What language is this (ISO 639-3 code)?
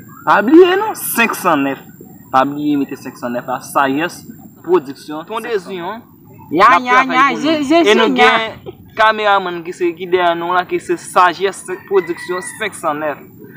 hat